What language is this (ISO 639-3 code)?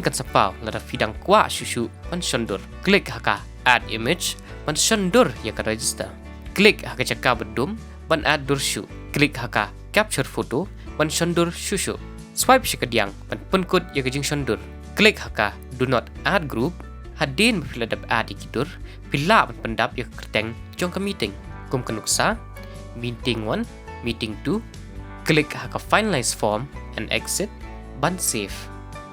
kha